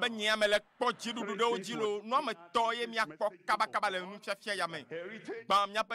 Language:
Ewe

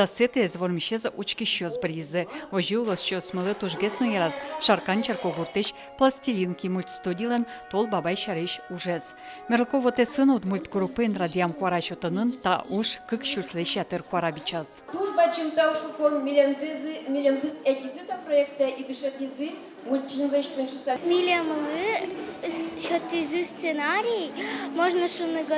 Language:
Udmurt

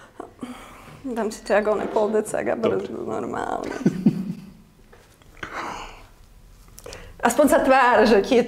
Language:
Slovak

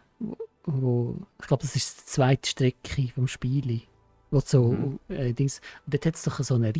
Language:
Swiss German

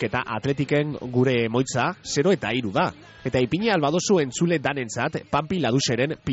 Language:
Basque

